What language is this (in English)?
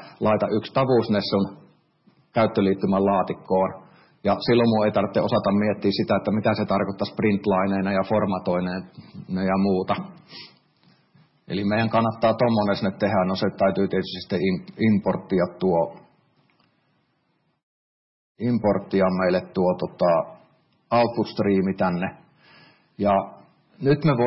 Finnish